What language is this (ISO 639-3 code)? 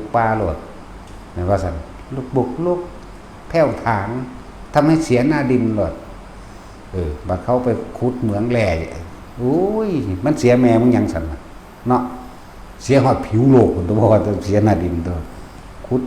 tts